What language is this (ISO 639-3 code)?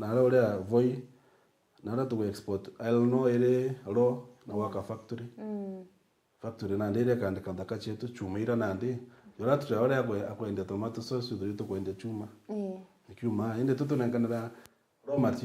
mer